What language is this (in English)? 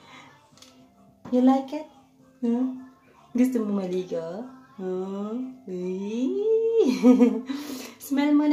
Filipino